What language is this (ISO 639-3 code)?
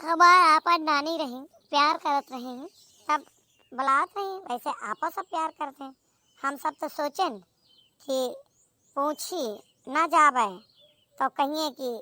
awa